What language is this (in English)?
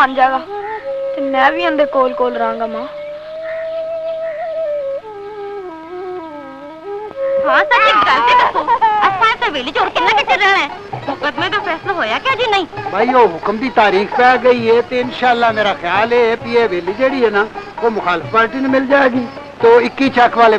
Punjabi